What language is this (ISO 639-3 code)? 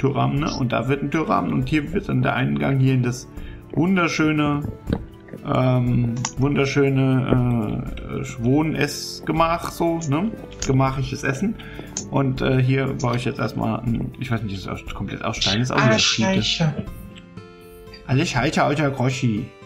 deu